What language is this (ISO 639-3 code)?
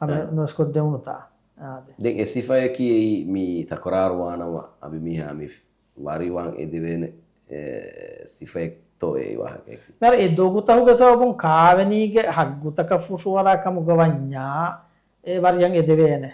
div